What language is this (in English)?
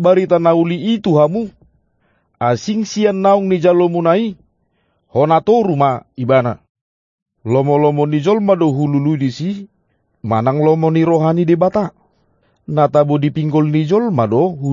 Batak Toba